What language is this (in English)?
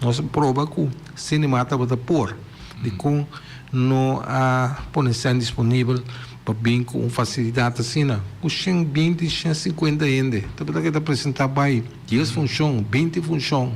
Papiamento